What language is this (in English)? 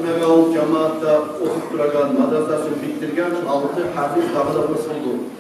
Kumyk